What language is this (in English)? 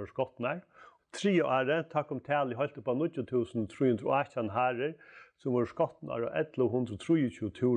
Faroese